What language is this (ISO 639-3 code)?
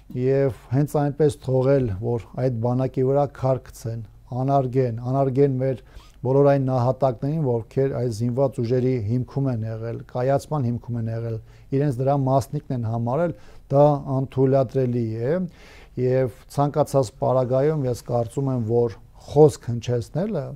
hye